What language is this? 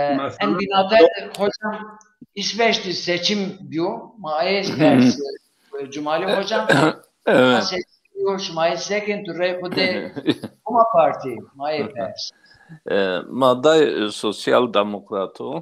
Zaza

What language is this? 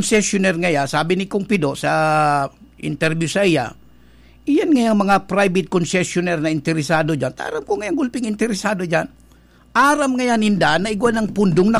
Bikol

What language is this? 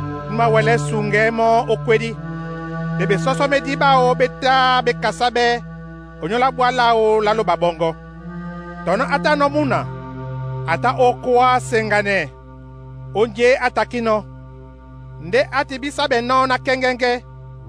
Duala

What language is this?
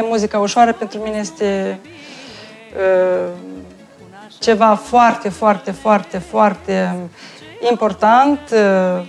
Romanian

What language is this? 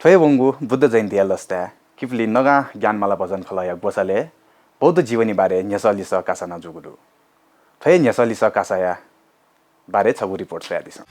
Newari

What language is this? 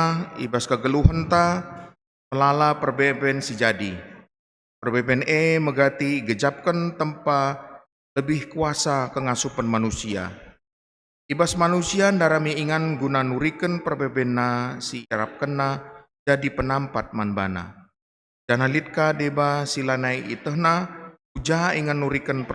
Batak Karo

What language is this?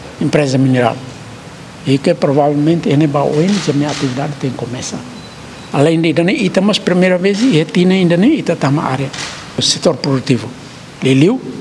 Tetum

